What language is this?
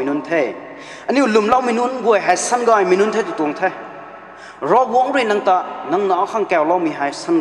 Rongmei Naga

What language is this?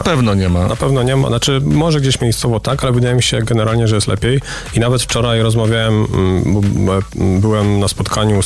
Polish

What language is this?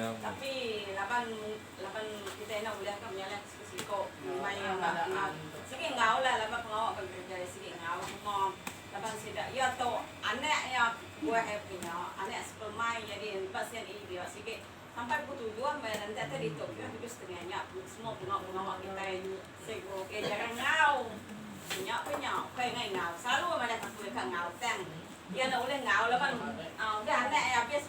Iban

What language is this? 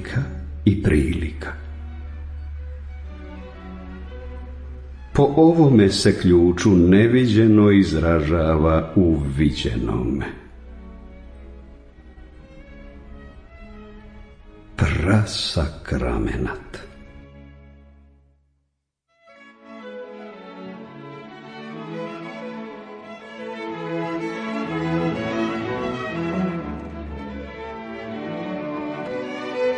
Croatian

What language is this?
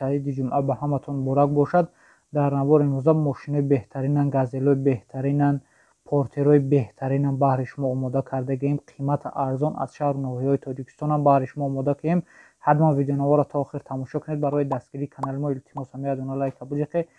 Tajik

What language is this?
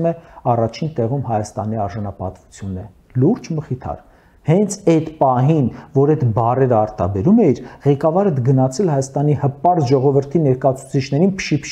Armenian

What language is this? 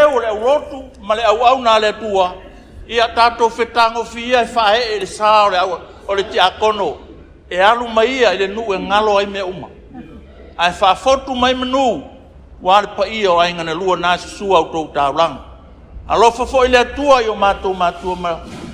Samoan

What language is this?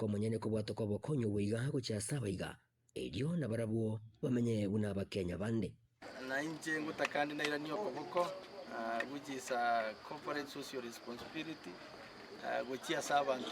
Gusii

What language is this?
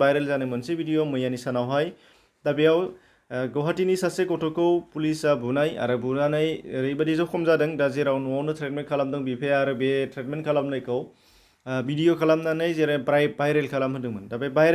Bodo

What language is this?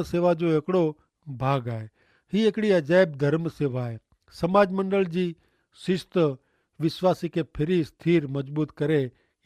Kachhi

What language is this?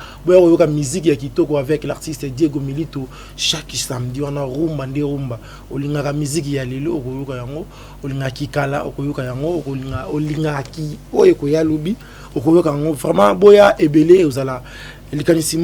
Lingala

